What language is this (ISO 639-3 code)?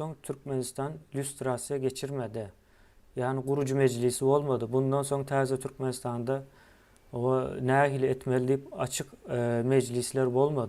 tuk